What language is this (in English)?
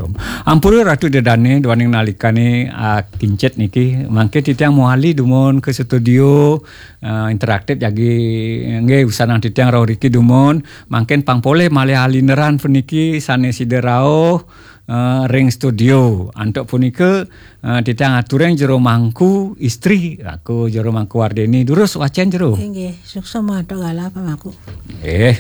Balinese